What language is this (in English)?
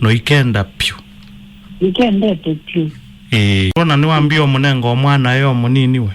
Kamba